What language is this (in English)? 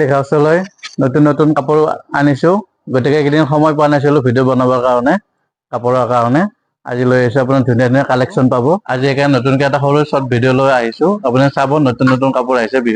Assamese